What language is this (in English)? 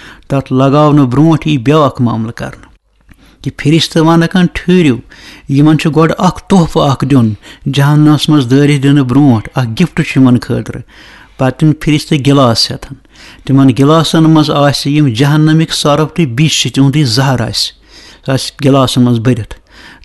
Kashmiri